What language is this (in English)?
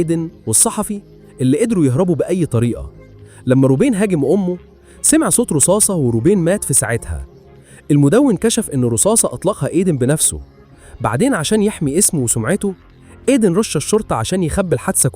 Egyptian Arabic